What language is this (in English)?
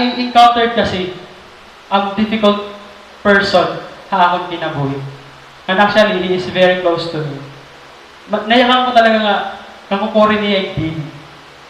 Waray